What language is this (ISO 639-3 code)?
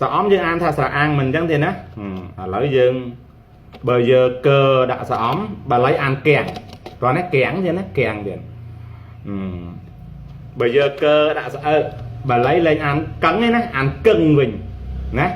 khm